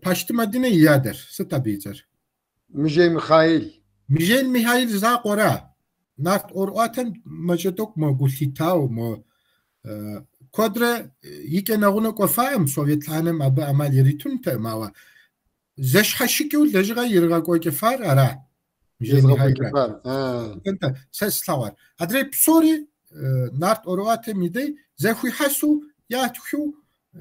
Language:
Kabardian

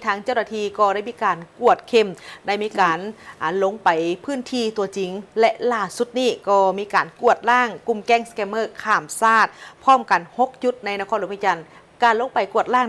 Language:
Lao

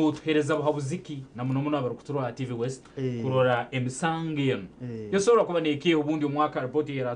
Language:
Nyankole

